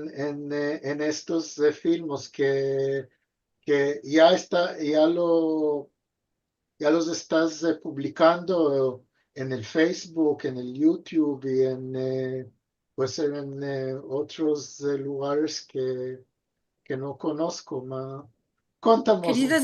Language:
Ladino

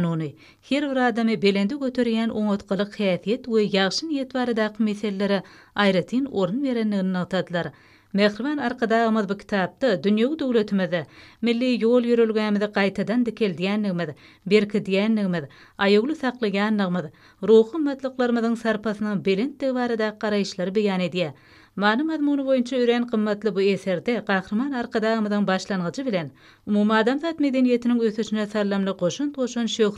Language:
Turkmen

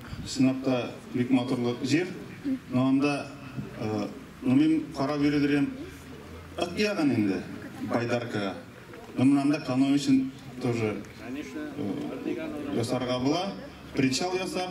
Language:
Tatar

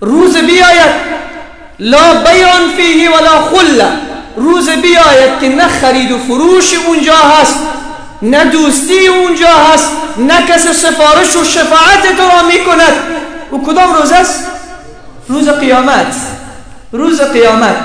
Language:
Persian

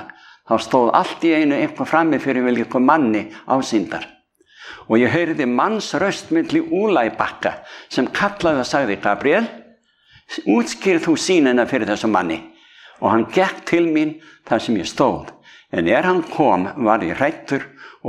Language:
Icelandic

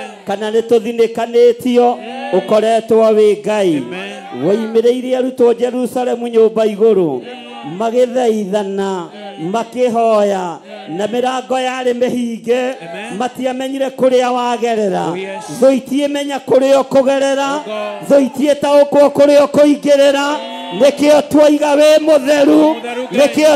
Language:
Kikuyu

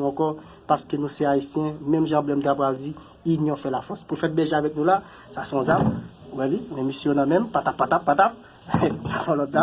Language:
Haitian Creole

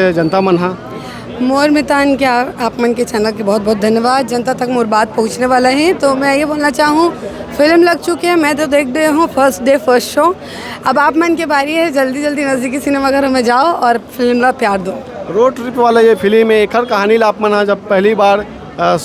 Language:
Chhattisgarhi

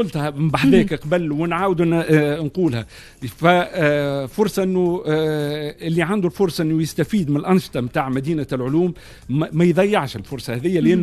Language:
Tunisian Arabic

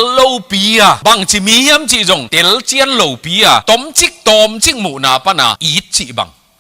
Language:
Tedim Chin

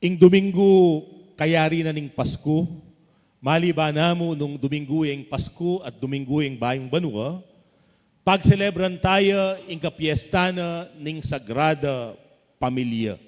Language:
Pampanga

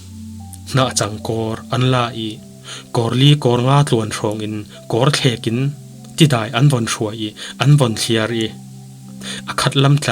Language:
Falam Chin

